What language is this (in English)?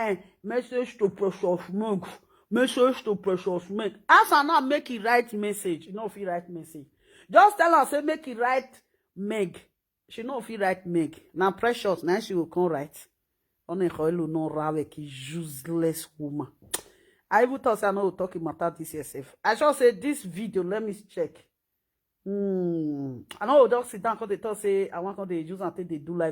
Nigerian Pidgin